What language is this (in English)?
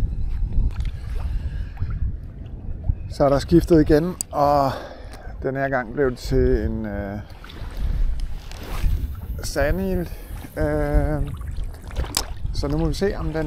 Danish